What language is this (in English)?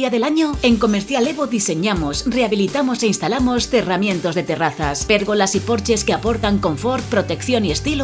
Spanish